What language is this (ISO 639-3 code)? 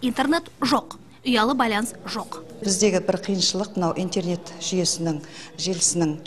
kaz